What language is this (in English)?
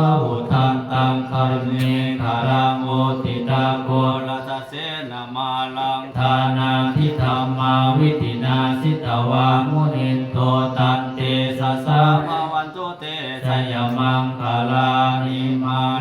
Pali